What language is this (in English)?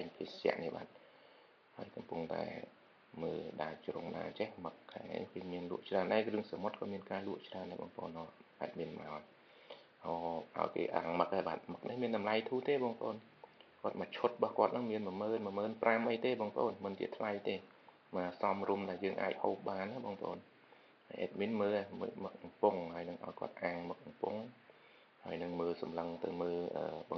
Khmer